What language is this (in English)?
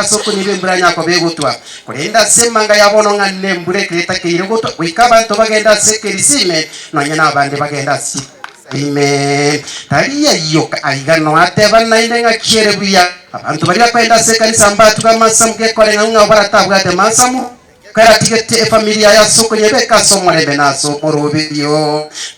Gusii